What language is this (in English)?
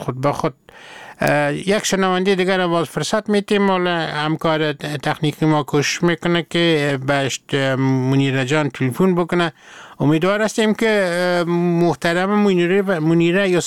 Persian